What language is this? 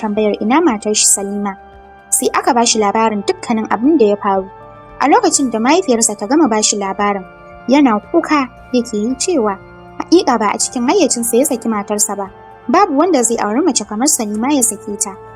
Hausa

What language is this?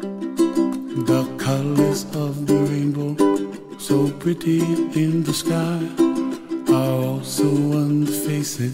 English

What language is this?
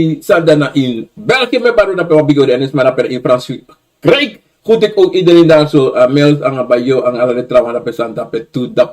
Sranan Tongo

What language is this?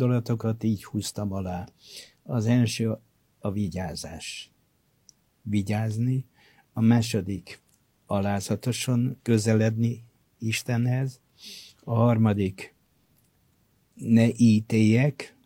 Hungarian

